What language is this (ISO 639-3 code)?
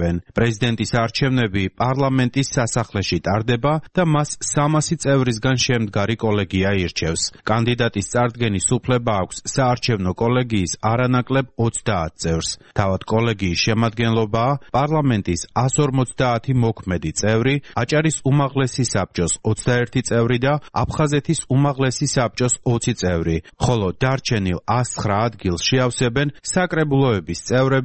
kat